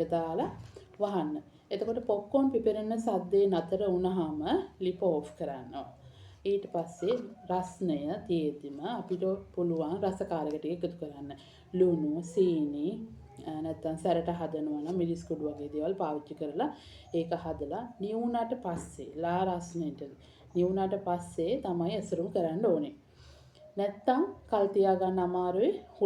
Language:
Sinhala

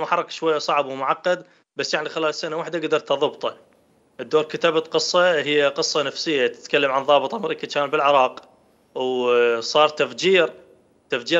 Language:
Mesopotamian Arabic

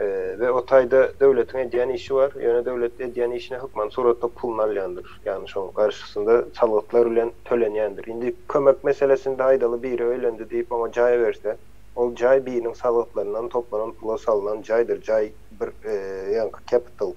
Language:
Turkmen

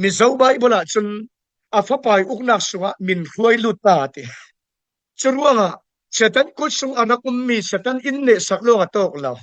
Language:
Falam Chin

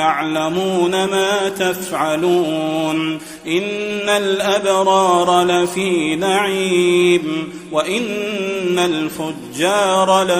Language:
Arabic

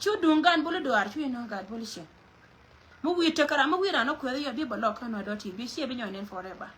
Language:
Nuer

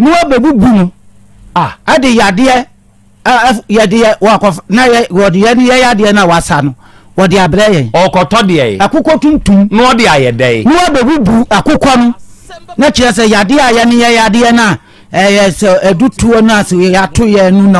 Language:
Akan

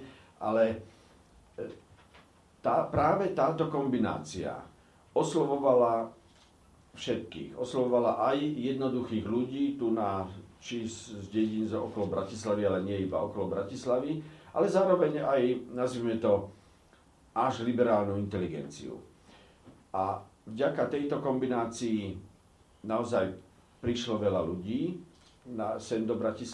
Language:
Slovak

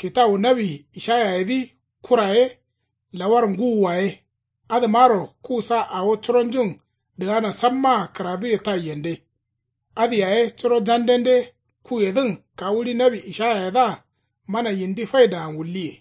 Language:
Kanuri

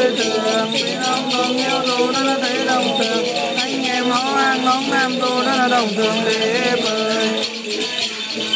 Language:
Vietnamese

